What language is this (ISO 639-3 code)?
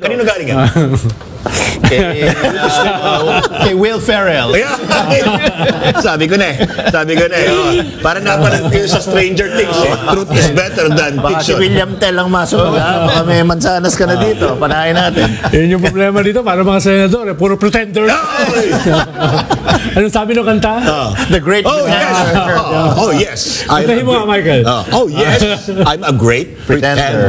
fil